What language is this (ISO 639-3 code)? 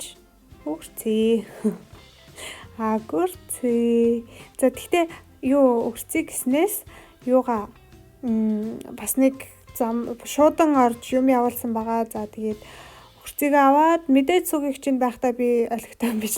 mon